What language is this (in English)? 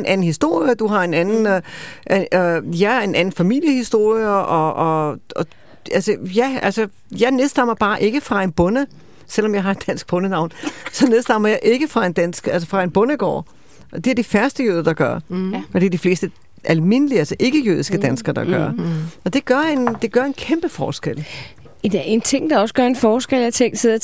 Danish